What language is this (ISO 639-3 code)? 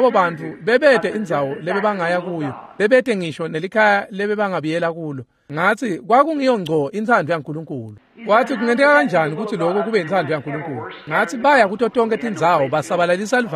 ssw